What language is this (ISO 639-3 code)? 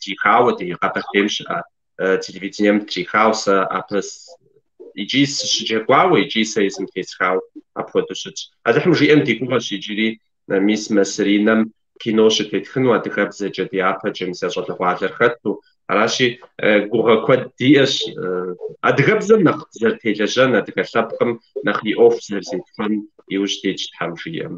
kbd